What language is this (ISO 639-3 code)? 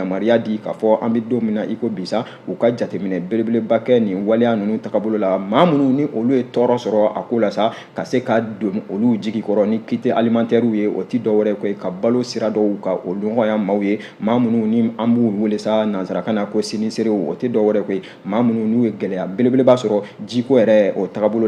bam